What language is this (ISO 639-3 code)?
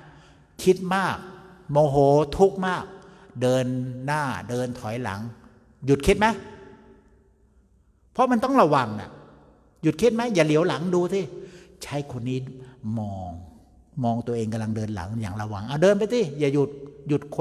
tha